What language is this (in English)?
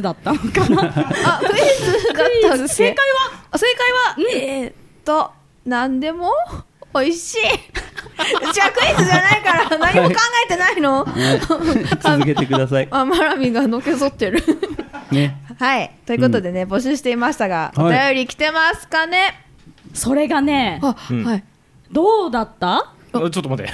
Japanese